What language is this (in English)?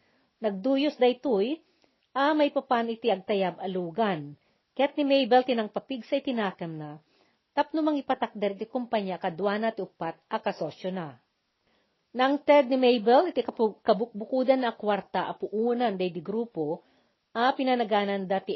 Iloko